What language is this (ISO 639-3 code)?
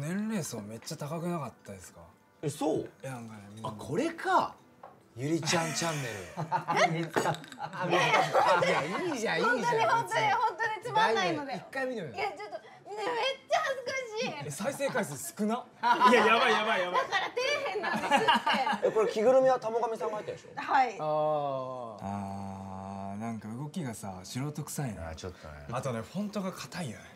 jpn